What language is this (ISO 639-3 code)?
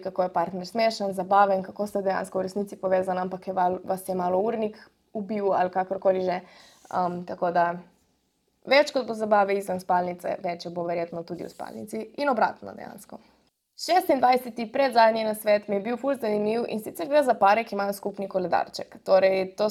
slv